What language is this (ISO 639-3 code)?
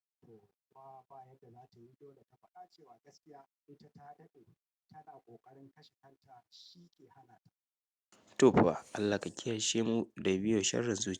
hau